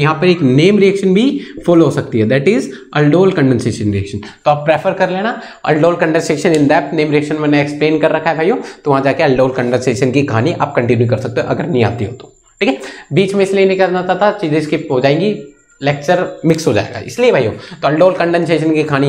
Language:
Hindi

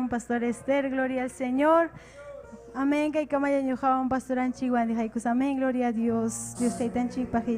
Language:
Ayacucho Quechua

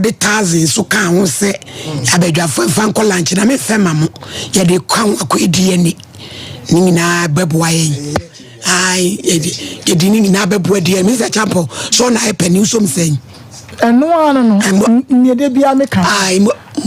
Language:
Akan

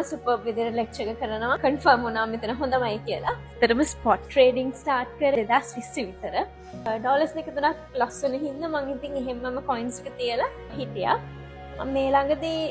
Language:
Sinhala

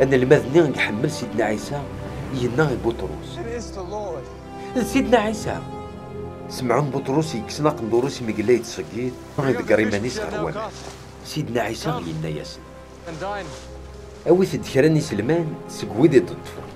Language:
Kabyle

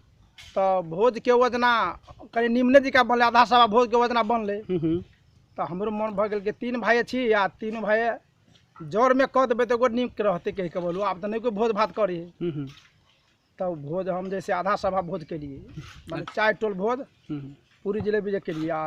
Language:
Maithili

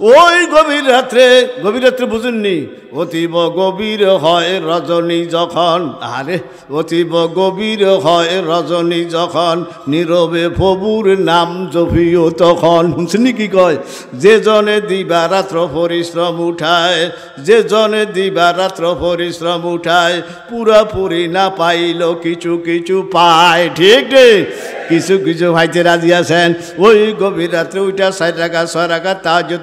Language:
Bangla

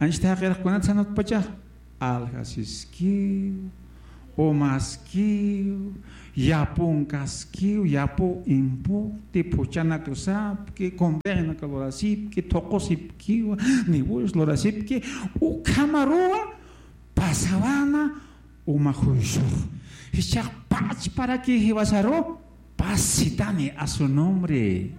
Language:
Aymara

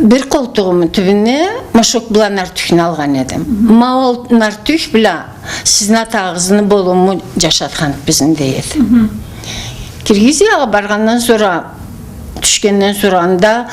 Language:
Karachay-Balkar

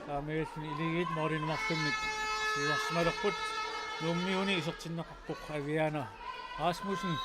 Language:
Kalaallisut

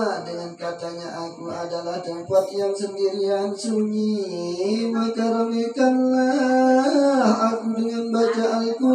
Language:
Sasak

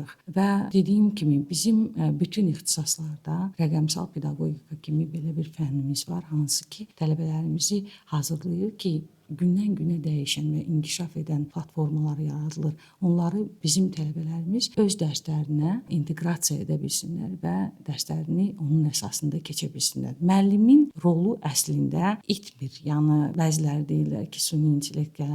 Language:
Azerbaijani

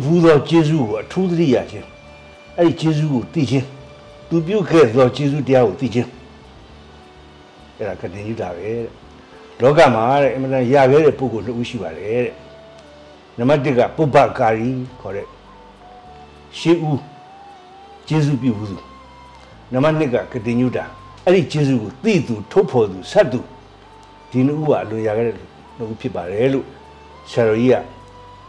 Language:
Burmese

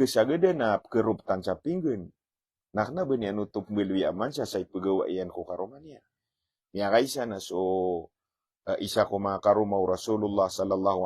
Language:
Maranao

